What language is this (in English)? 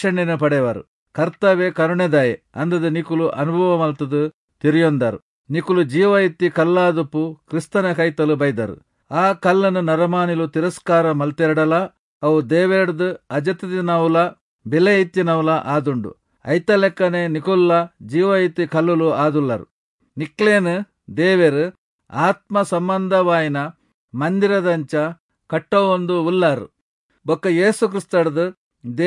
Tulu